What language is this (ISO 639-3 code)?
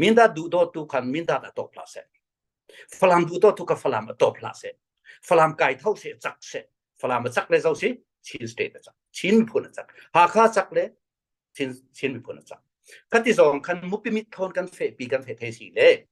cfm